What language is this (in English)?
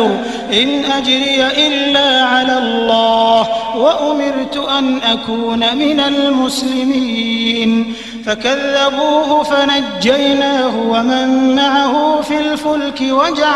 Arabic